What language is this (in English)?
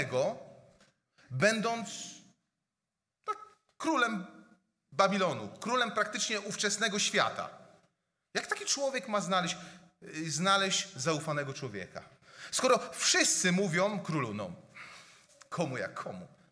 Polish